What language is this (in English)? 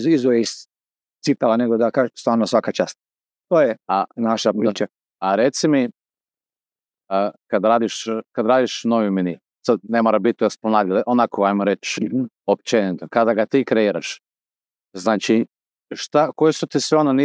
Croatian